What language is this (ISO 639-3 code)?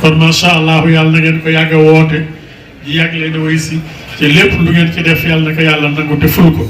wol